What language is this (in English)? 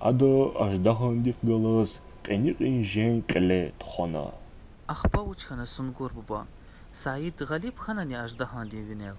Lezghian